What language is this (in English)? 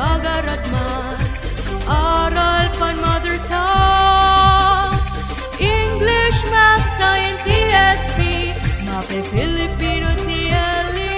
Waray